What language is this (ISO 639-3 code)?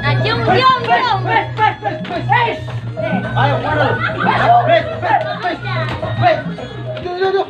bew